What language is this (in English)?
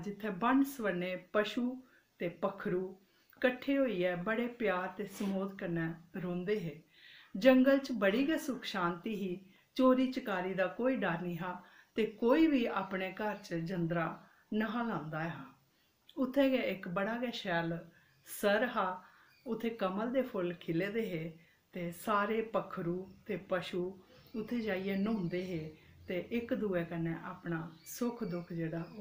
Dogri